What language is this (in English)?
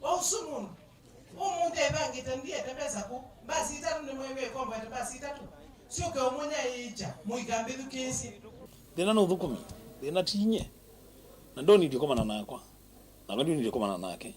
Kamba